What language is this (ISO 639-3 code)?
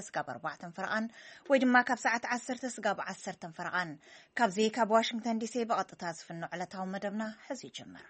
tir